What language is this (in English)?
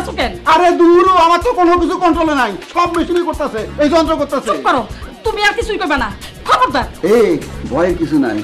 Bangla